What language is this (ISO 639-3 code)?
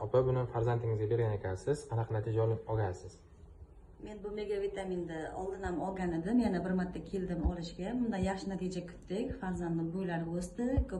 uzb